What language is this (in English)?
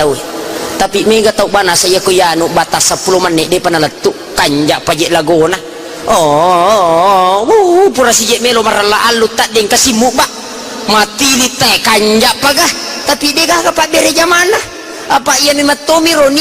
Buginese